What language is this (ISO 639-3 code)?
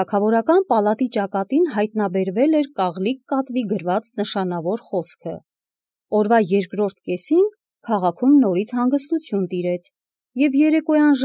hye